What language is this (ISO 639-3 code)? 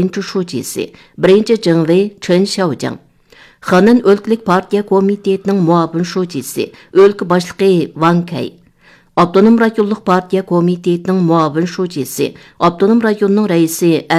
uig